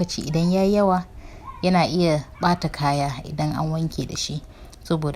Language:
Hausa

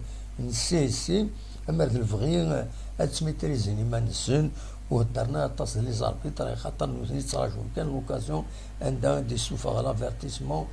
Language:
Kabyle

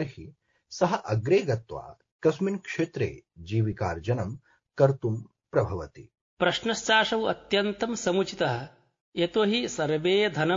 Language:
Sanskrit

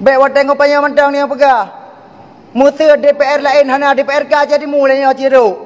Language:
Achinese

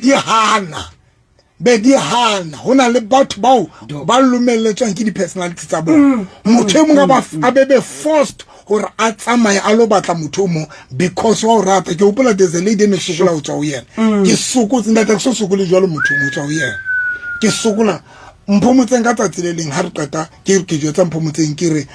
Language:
Southern Sotho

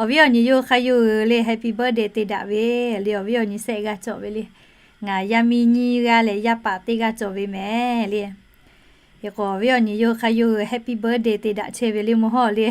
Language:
Lahu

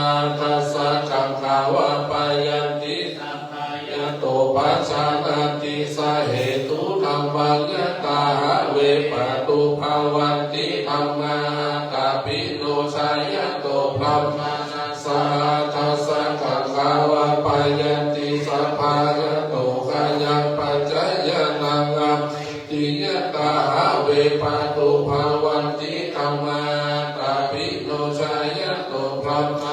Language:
Pali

